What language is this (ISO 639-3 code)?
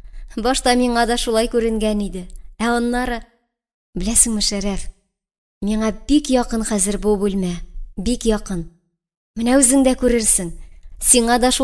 tat